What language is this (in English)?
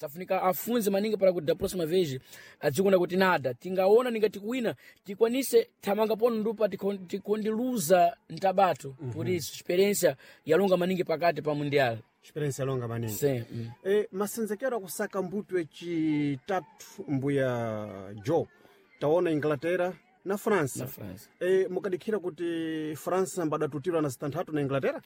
Sena